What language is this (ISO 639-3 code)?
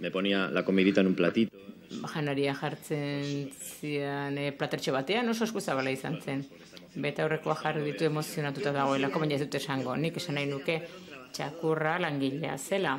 eus